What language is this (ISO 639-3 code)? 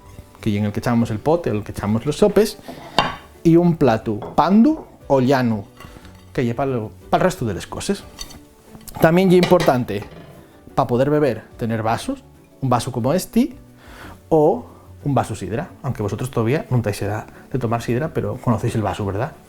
ast